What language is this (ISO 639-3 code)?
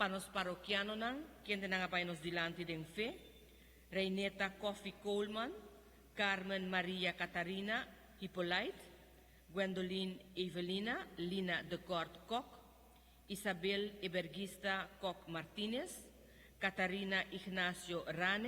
pap